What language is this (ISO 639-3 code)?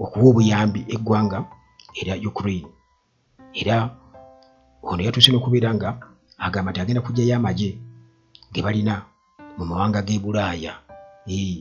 lug